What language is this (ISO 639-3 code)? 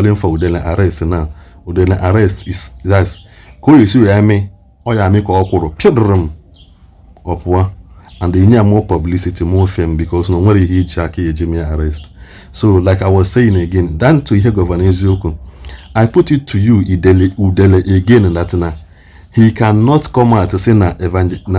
ibo